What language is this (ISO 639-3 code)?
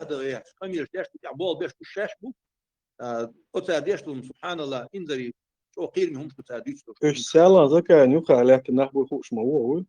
che